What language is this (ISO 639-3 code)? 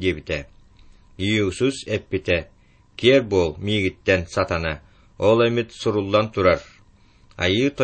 sah